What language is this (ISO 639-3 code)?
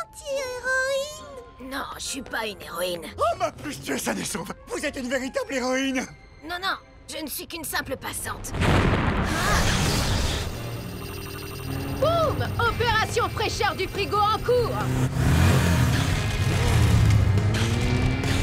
fra